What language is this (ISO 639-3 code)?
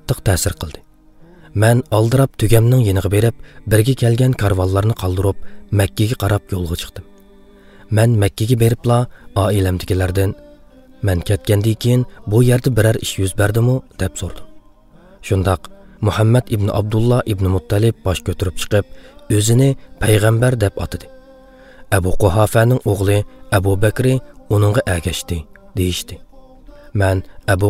uig